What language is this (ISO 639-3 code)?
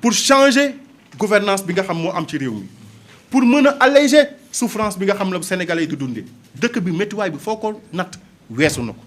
wol